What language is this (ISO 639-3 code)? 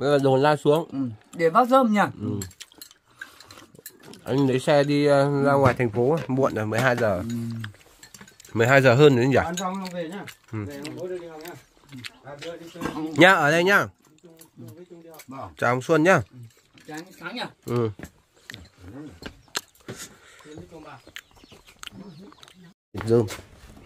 vie